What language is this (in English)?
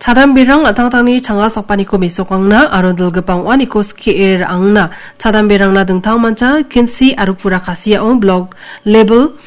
Garo